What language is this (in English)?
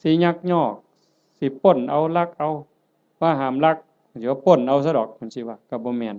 Northeastern Thai